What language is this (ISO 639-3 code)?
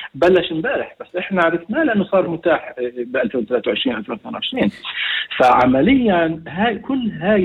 apc